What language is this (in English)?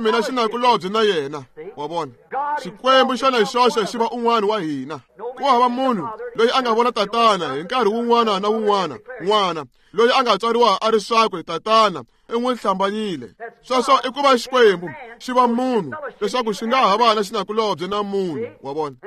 Tsonga